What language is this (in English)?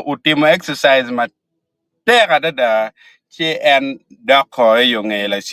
Acoli